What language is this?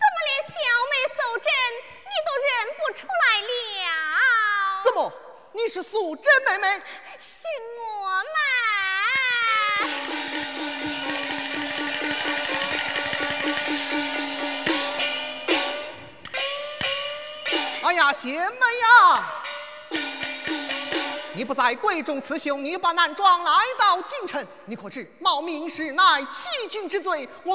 Chinese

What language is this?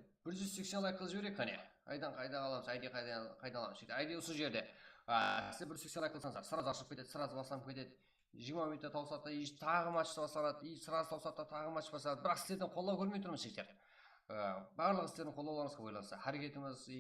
Kara-Kalpak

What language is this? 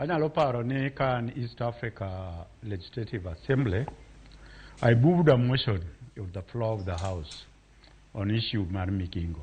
Luo (Kenya and Tanzania)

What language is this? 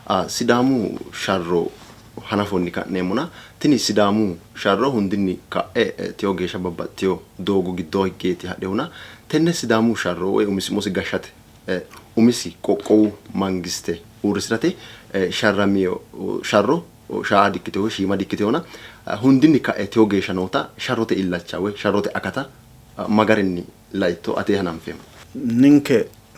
Sidamo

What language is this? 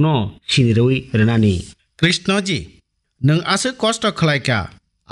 Kok Borok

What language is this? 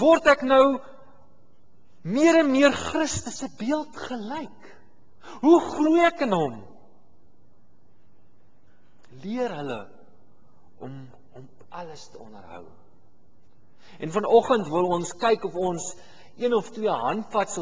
Afrikaans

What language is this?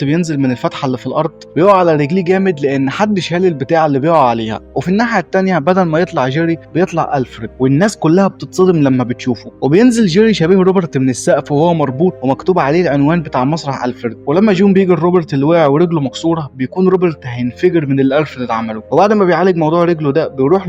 Egyptian Arabic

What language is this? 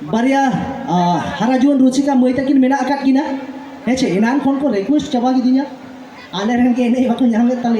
Santali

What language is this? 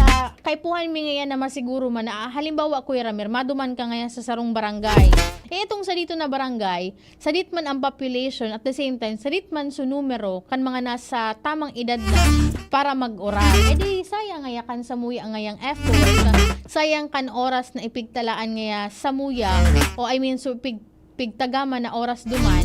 Bikol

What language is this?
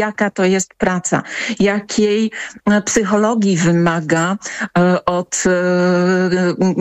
Polish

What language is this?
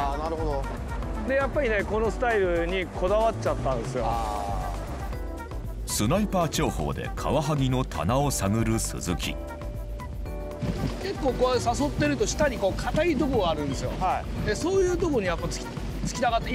Japanese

